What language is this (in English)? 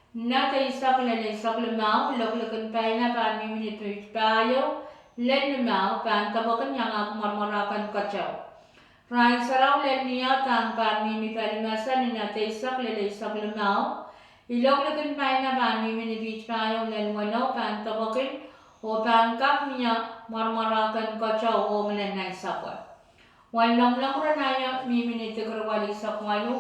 Pohnpeian